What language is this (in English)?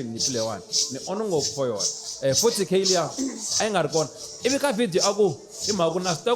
Tsonga